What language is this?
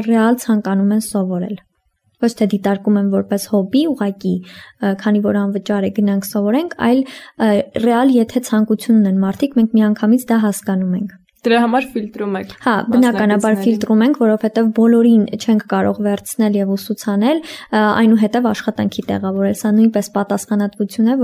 Armenian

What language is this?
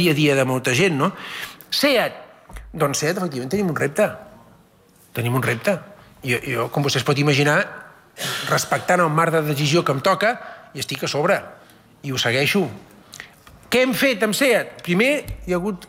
Catalan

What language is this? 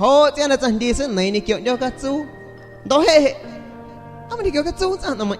San Pedro Amuzgos Amuzgo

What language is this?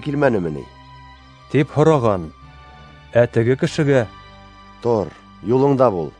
Bashkir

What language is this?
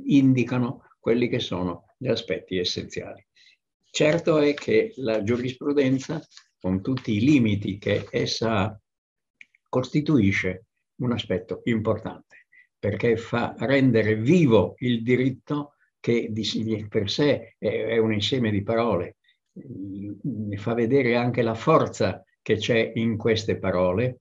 Italian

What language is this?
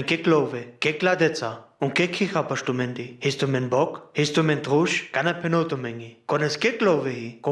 Sinte Romani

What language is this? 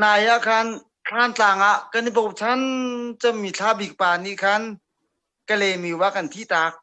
Hakha Chin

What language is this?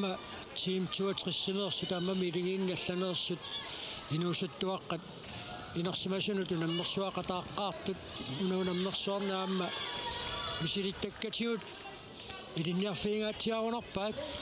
Kalaallisut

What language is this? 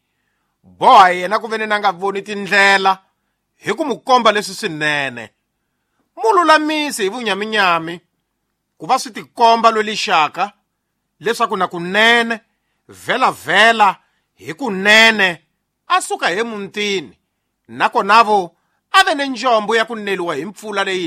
Tsonga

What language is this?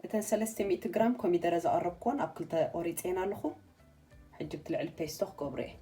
Tigrinya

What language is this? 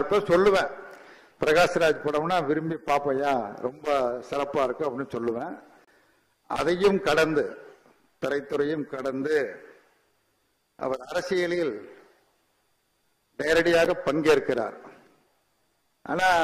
Tamil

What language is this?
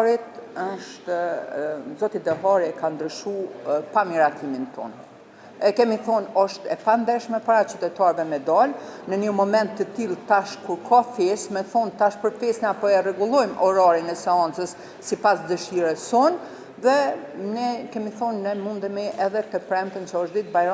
Albanian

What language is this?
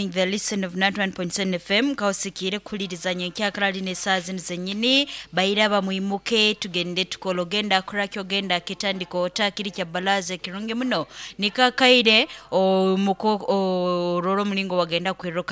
Nyoro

